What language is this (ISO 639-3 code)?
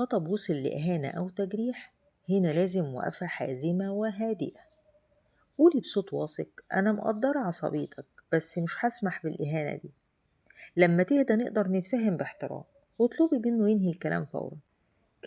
arz